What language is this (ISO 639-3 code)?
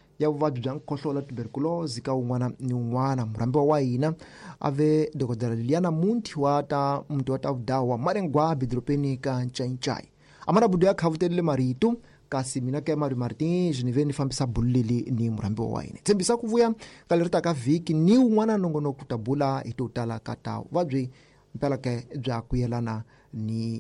tso